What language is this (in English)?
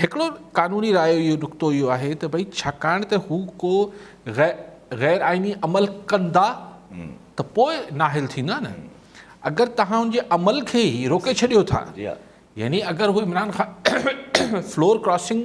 Sindhi